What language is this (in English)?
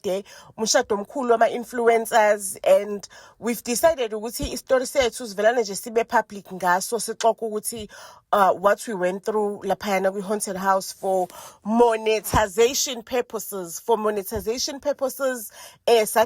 Zulu